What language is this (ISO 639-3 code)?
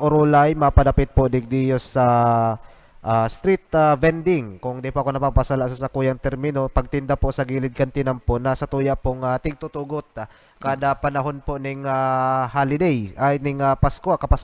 bik